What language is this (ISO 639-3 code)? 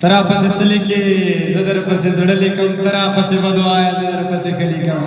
pus